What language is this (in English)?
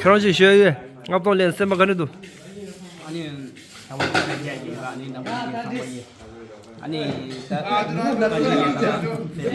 Tibetan